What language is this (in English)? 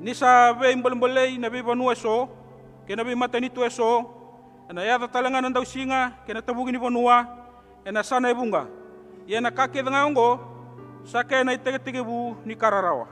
Fijian